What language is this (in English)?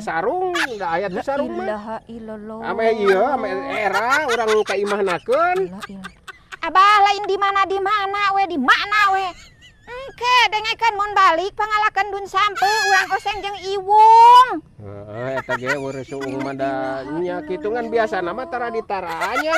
Sundanese